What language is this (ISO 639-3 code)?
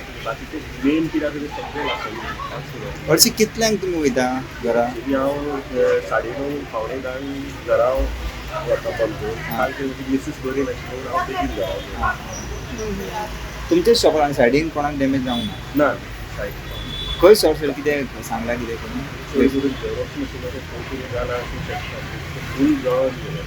kok